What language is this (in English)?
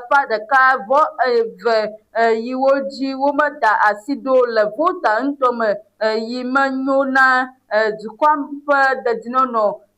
Ewe